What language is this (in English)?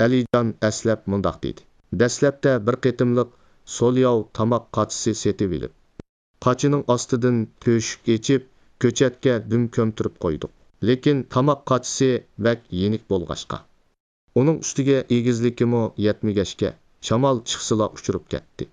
Uyghur